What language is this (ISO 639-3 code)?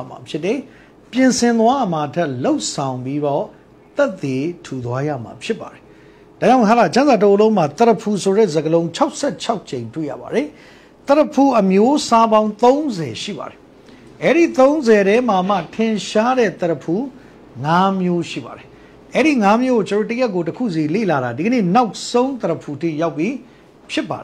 mya